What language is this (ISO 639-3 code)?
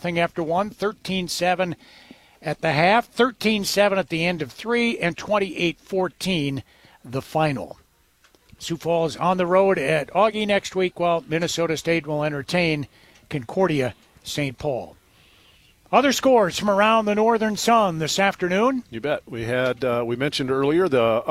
eng